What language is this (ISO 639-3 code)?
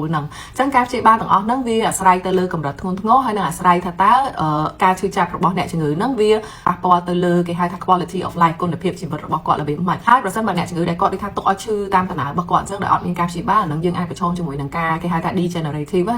khm